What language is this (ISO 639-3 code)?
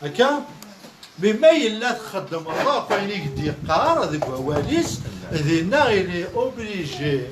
kab